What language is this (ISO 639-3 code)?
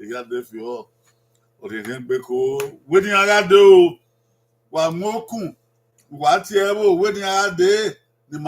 bin